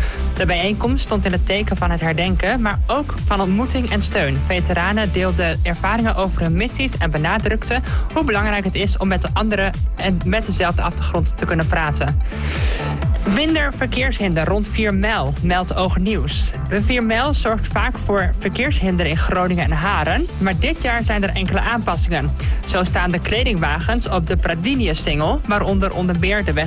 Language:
Dutch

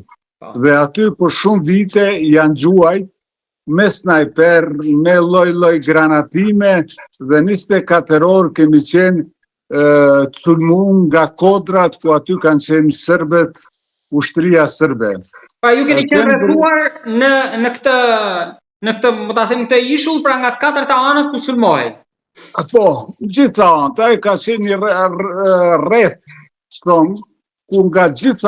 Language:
Albanian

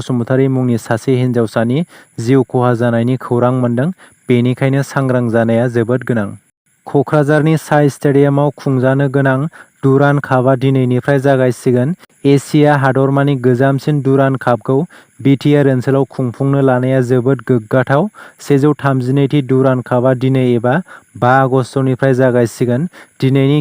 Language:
Bodo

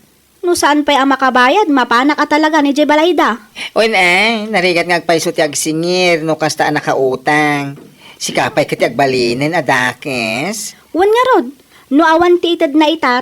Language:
Iloko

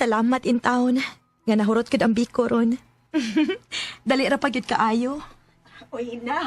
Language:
Cebuano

